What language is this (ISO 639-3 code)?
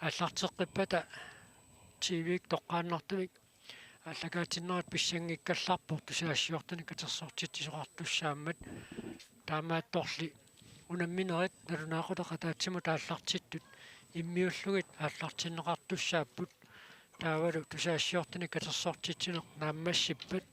kal